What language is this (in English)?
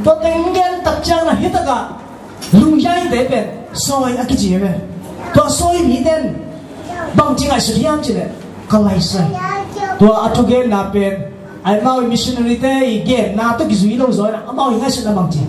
Tedim Chin